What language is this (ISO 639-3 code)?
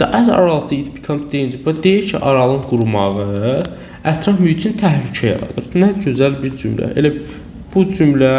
aze